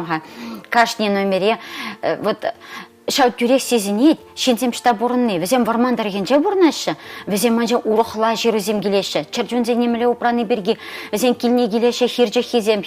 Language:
Chuvash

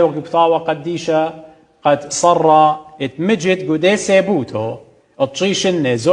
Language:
Assyrian Neo-Aramaic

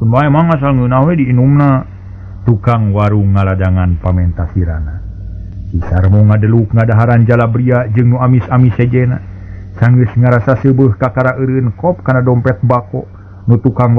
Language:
Sundanese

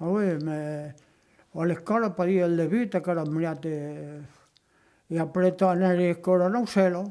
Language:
Occitan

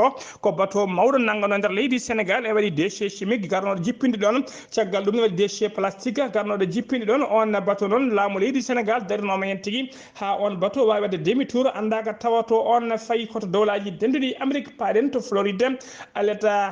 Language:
Fula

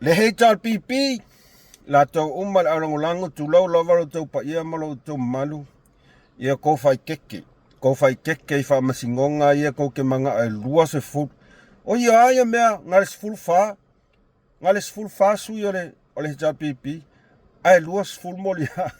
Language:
Samoan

